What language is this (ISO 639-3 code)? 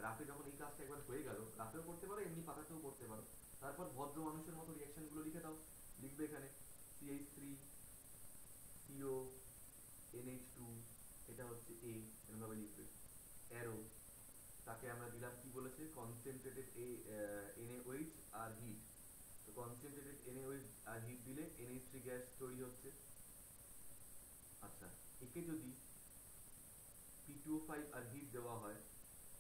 ben